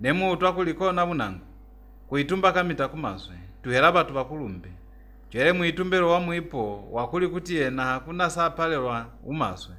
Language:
Lozi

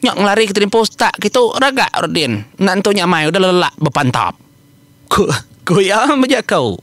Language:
Iban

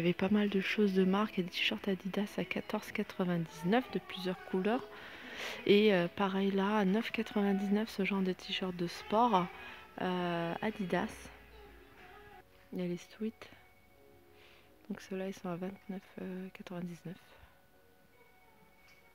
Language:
French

